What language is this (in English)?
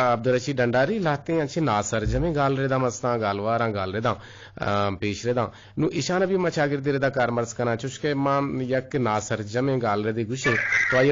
Eastern Balochi